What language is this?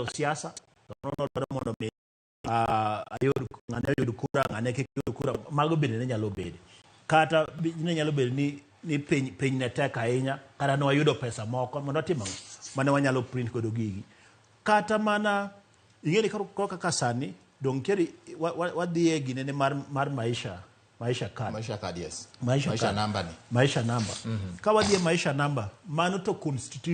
Luo (Kenya and Tanzania)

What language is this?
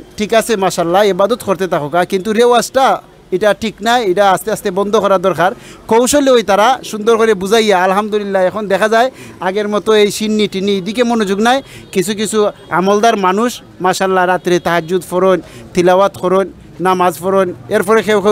Sylheti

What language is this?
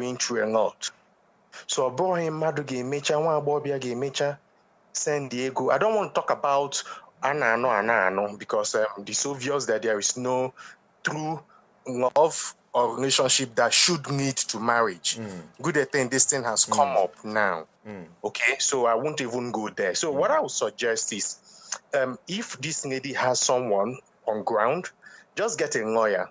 Igbo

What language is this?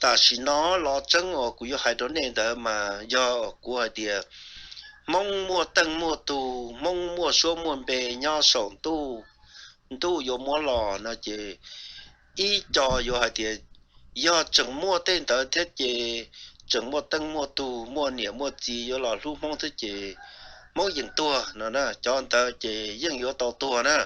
Hmong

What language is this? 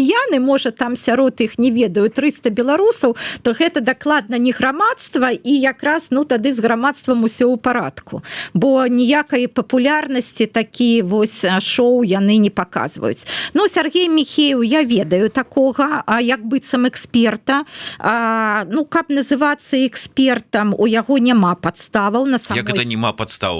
Belarusian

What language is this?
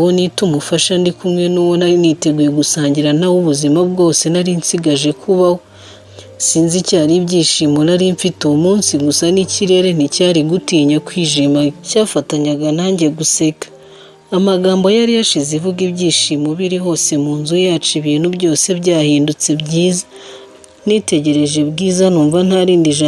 Kinyarwanda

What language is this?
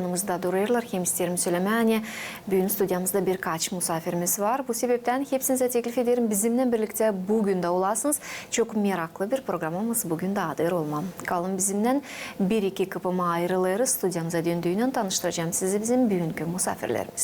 Gagauz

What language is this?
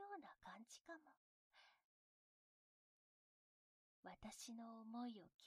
Japanese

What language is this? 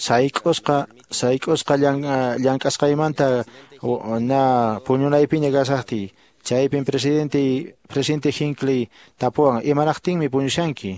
Quechua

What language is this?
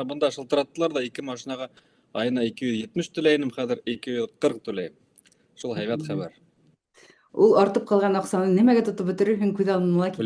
Bashkir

